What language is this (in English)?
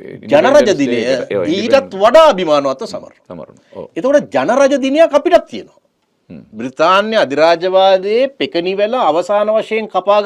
Sinhala